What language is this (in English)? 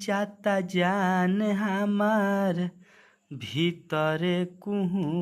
Bhojpuri